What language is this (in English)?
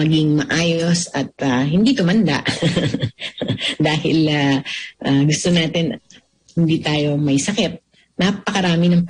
Filipino